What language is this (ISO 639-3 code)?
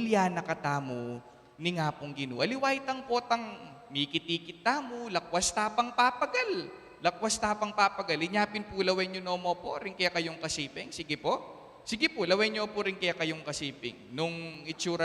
pam